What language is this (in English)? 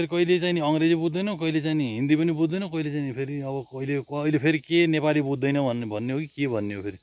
Nepali